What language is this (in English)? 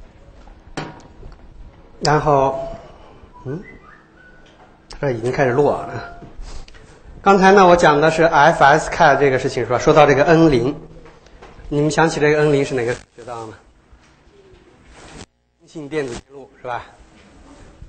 Chinese